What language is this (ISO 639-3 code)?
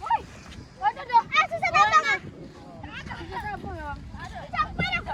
min